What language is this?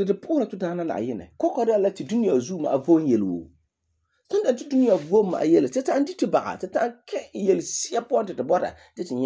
Frafra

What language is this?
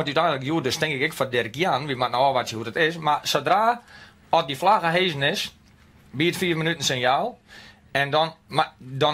Western Frisian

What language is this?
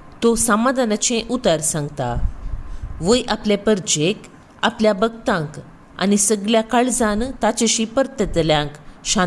Konkani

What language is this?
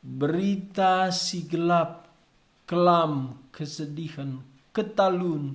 Batak Karo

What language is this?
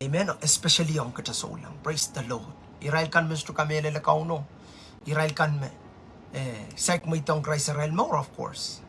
Pohnpeian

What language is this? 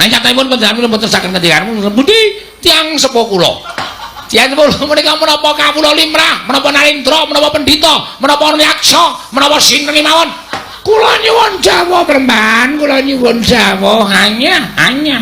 Javanese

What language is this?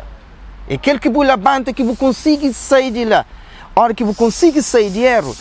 Kabuverdianu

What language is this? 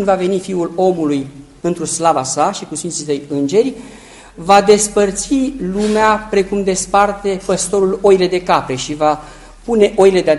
Romanian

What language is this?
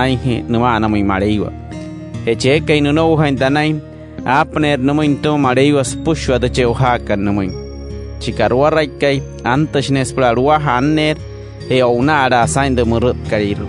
Wayuu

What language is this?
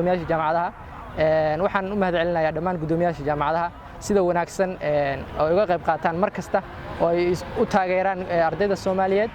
Somali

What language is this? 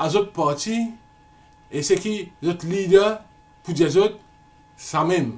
Morisyen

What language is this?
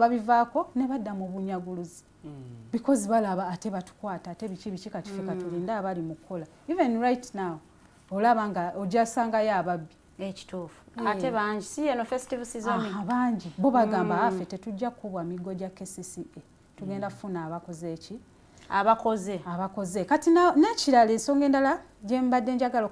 Ganda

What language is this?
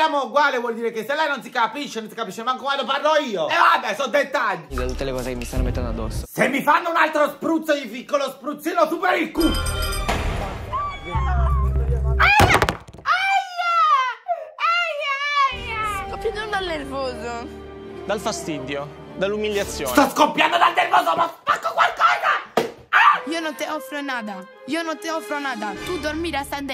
Italian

